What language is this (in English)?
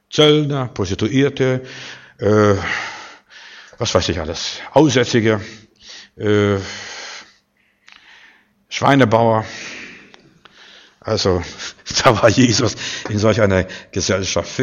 German